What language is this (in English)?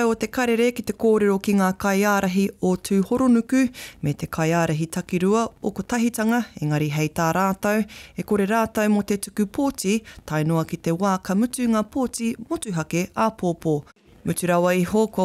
Māori